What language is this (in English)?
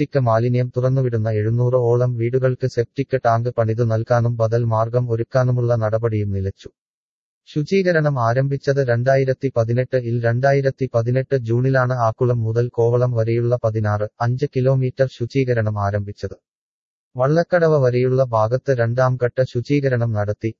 Malayalam